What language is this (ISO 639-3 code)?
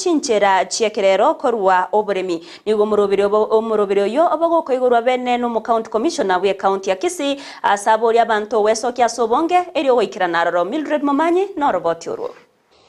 guz